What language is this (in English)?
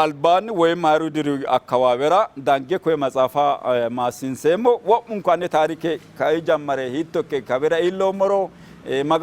Sidamo